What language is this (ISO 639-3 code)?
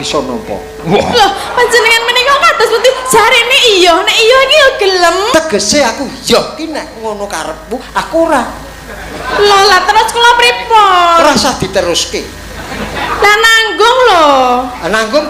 jav